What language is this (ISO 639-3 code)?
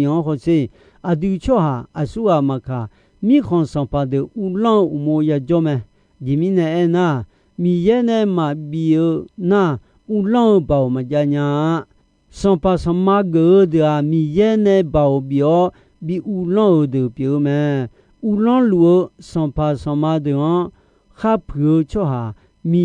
ahk